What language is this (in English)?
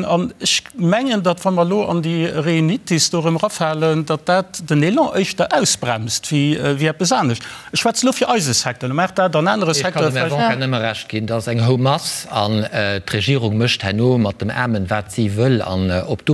Luxembourgish